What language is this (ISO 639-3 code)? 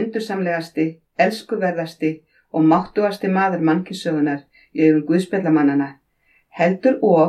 isl